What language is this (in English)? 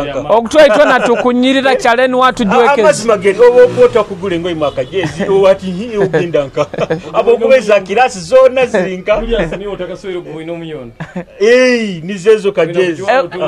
Nyoro